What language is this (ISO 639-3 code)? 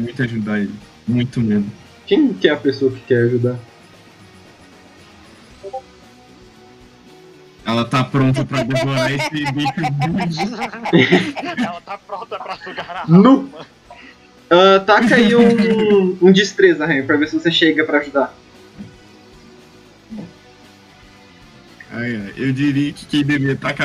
por